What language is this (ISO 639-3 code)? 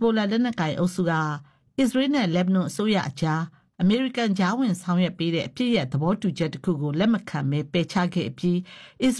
mya